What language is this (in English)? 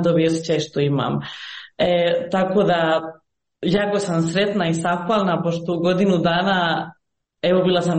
Croatian